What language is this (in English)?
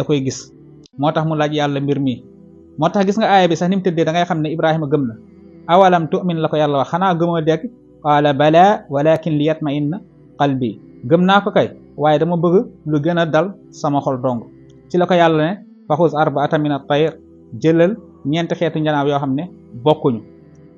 Wolof